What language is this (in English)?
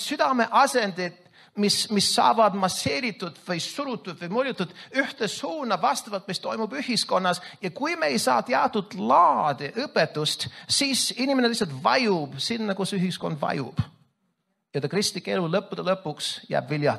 Estonian